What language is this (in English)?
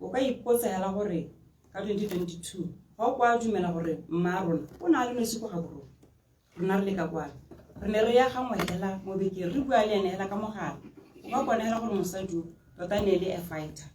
Tswana